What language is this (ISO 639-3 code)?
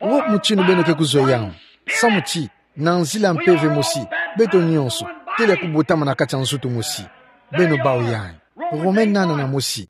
ktu